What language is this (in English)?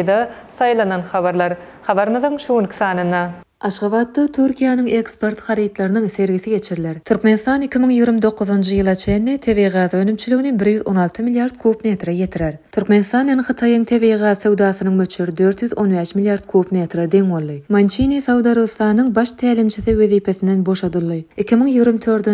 Turkmen